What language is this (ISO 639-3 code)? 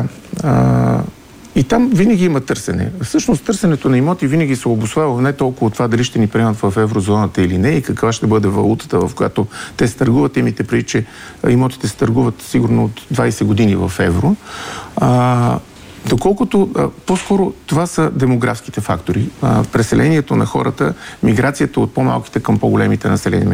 bul